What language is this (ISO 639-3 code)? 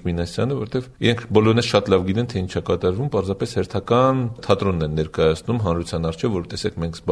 hye